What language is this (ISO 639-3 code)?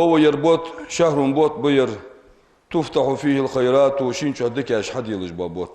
inh